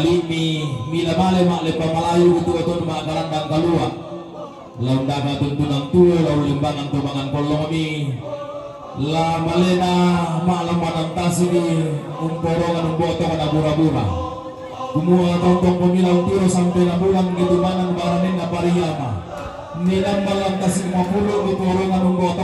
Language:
Toraja-Sa'dan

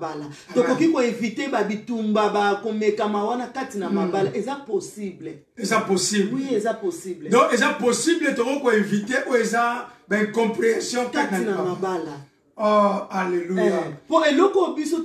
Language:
Lingala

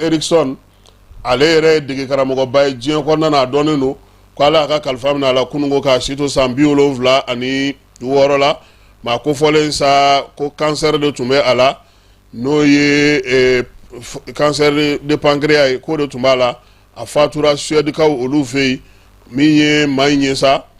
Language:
Bambara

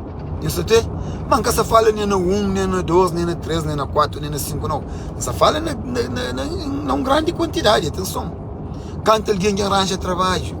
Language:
Kabuverdianu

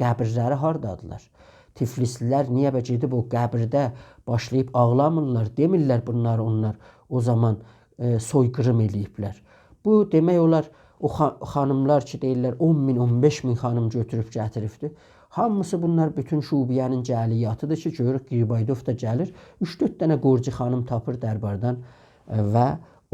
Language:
South Azerbaijani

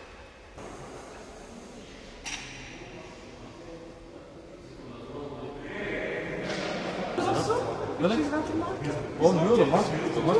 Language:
Dutch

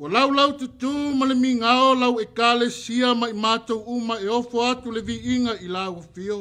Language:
Samoan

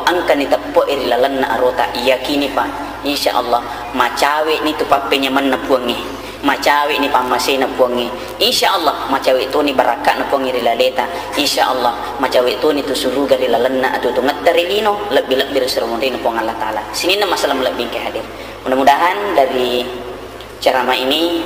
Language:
Buginese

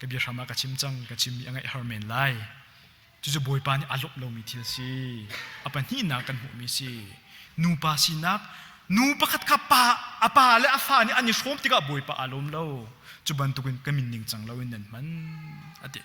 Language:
Hakha Chin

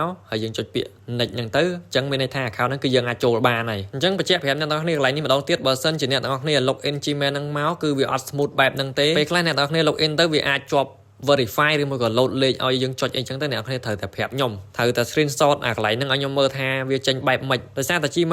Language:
Khmer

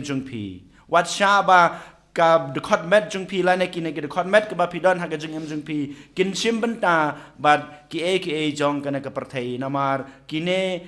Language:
Khasi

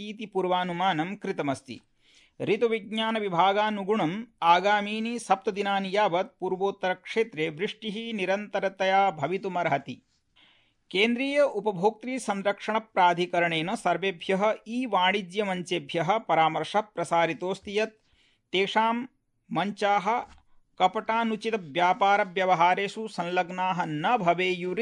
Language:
Sanskrit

